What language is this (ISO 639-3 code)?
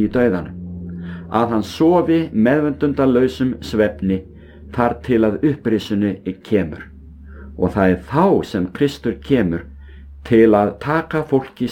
isl